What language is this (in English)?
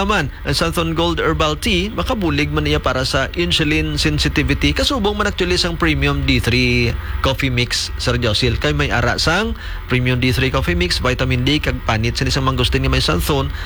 Hiligaynon